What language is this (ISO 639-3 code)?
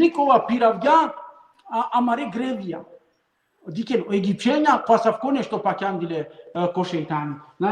rmn